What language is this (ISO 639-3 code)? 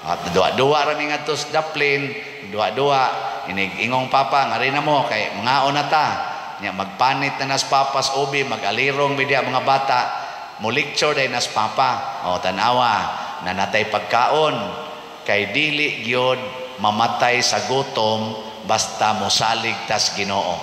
ceb